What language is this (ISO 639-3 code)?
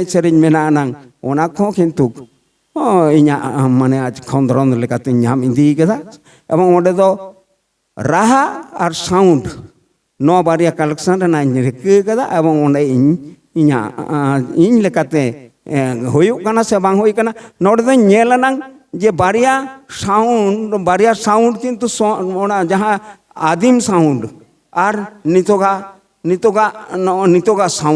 sat